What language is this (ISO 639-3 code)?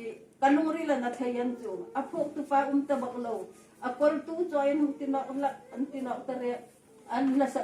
hmr